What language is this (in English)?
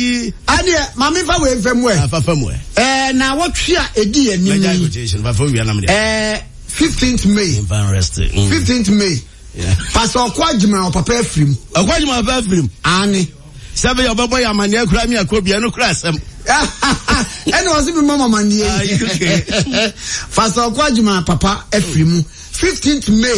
Akan